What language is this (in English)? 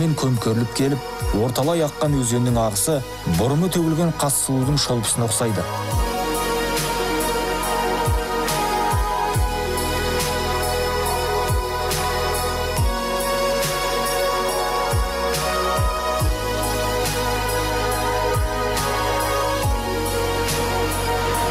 Kazakh